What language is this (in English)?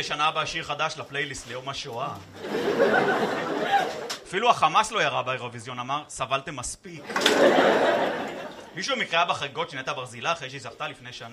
Hebrew